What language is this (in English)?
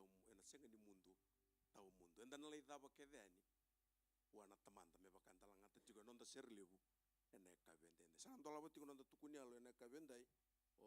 Fijian